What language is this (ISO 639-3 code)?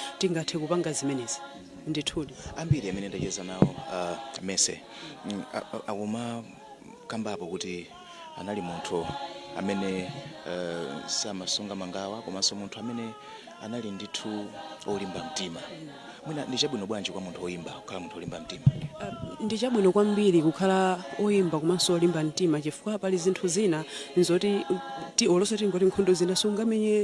nya